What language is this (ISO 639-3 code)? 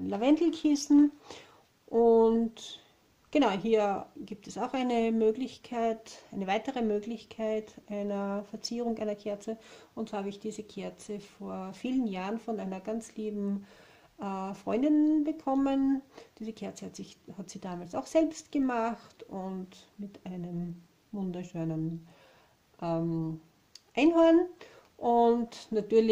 deu